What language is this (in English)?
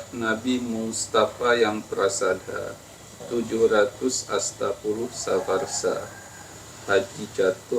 Achinese